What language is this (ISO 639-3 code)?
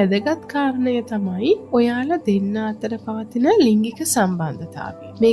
sin